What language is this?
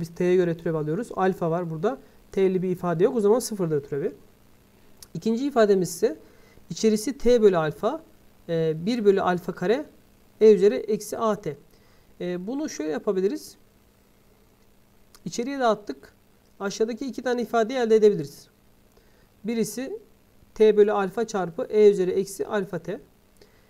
Turkish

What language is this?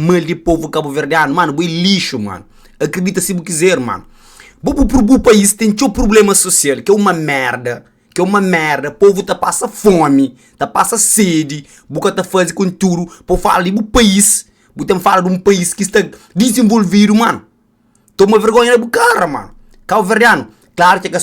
Kabuverdianu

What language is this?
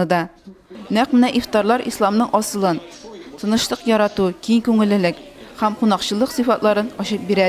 Tatar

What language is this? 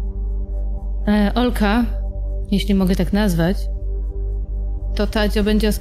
Polish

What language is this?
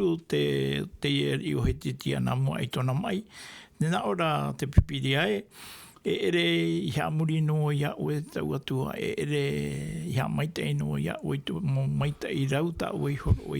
Tahitian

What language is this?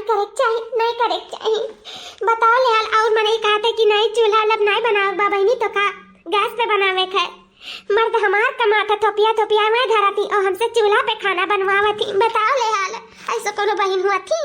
Awadhi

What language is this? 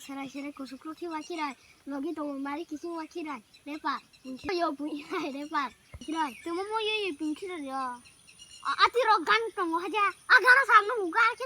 Kok Borok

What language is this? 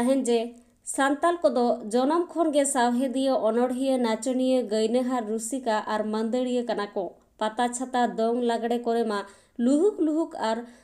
Santali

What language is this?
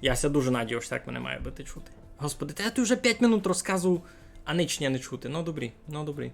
Rusyn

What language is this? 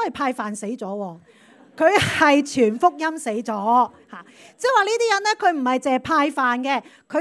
Cantonese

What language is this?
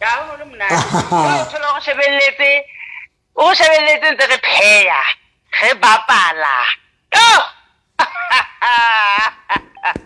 Southern Sotho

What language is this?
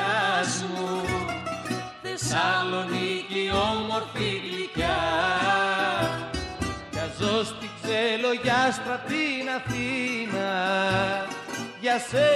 Greek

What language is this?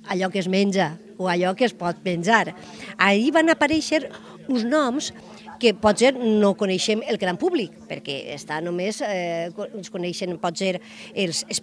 Catalan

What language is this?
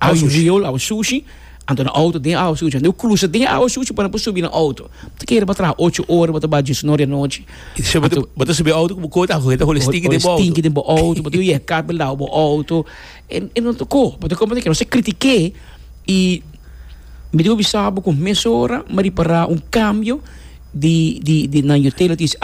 Papiamento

